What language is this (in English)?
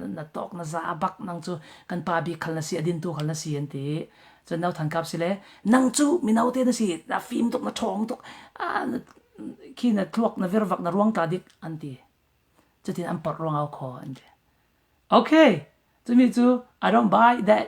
Falam Chin